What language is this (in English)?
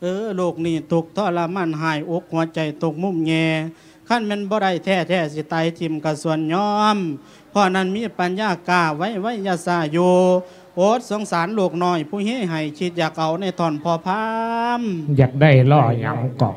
Lao